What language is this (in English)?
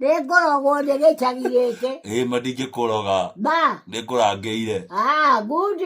Kikuyu